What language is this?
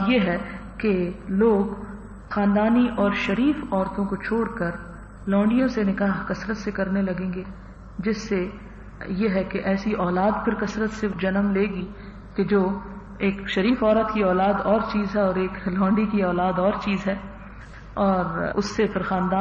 Urdu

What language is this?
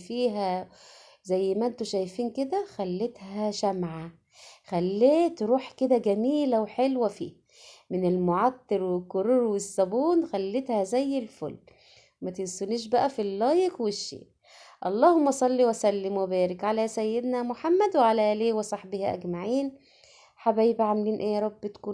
Egyptian Arabic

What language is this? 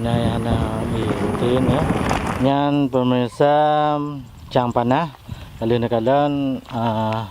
Achinese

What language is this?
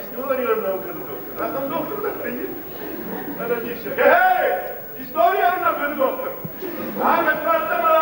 Ossetic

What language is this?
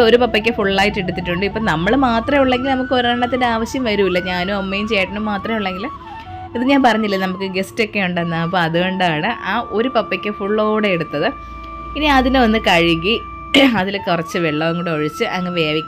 Malayalam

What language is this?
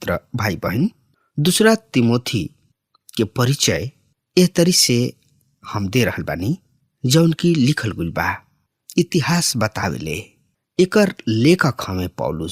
Bhojpuri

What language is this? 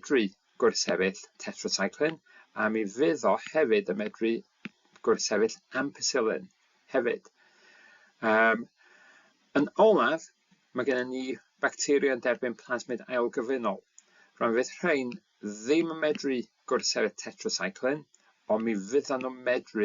Welsh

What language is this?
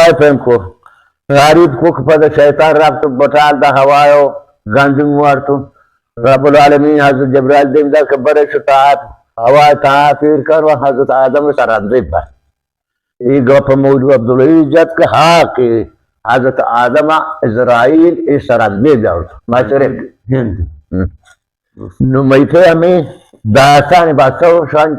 Baluchi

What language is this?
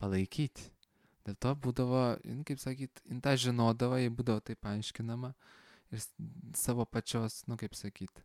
Lithuanian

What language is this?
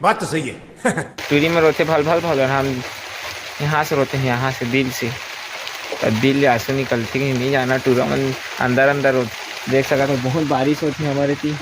Chhattisgarhi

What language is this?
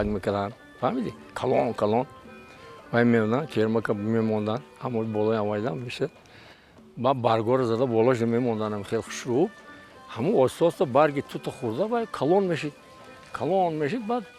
Tajik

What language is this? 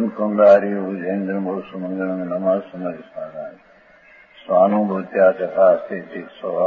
Gujarati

